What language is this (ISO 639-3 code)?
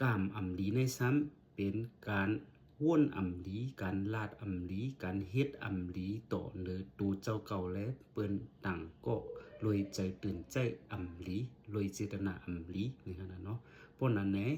shn